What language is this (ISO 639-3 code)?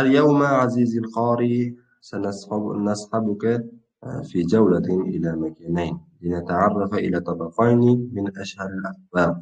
uzb